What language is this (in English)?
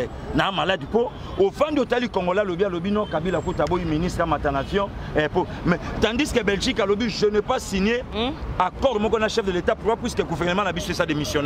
Lingala